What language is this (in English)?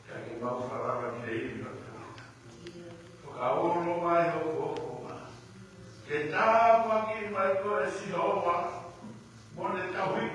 Tongan